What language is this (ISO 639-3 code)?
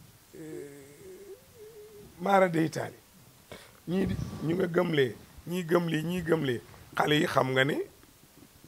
wol